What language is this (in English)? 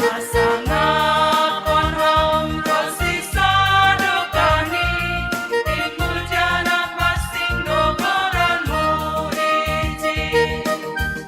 Batak Simalungun